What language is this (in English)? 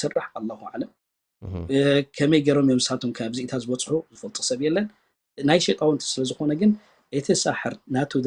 Tigrinya